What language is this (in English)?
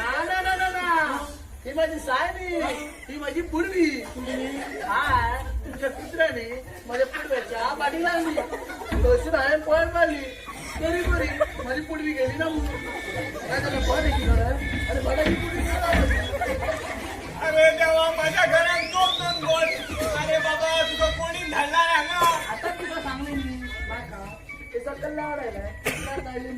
Konkani